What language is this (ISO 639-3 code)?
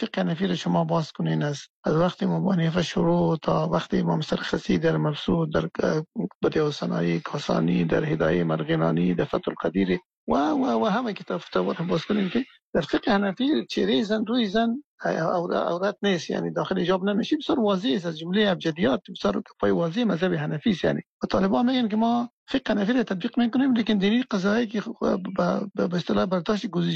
fas